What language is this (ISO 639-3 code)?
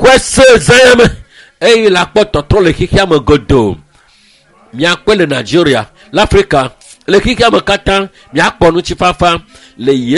ewe